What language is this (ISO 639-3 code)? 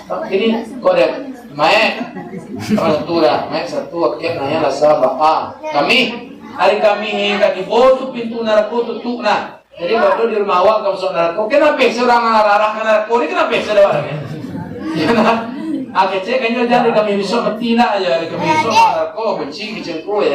min